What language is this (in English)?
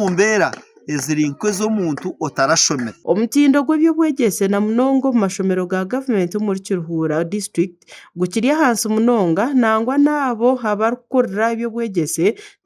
Nyankole